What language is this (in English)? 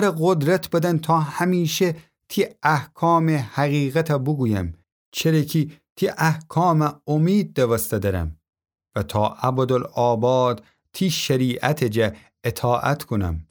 Gilaki